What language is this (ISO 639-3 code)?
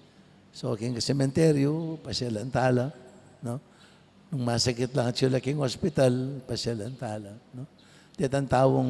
pam